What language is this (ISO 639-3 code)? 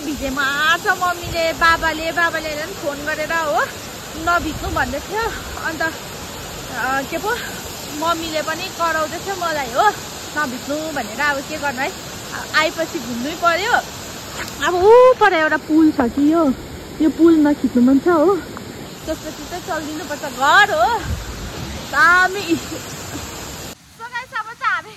nep